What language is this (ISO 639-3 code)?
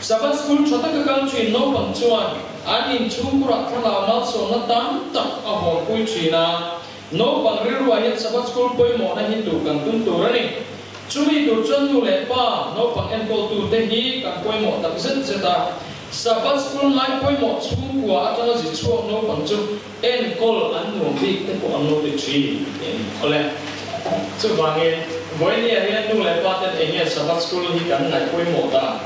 lus